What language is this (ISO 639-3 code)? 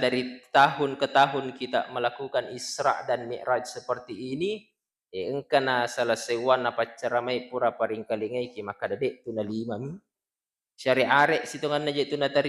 bug